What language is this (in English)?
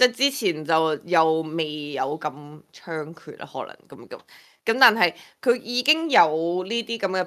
Cantonese